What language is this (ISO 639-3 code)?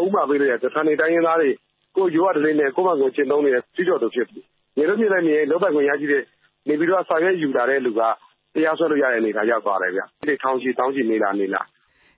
mya